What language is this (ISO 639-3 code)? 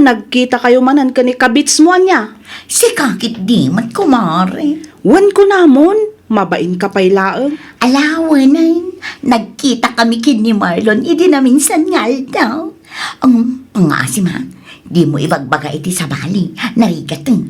ilo